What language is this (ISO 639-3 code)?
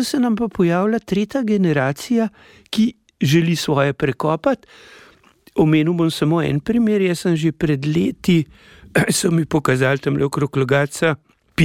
slv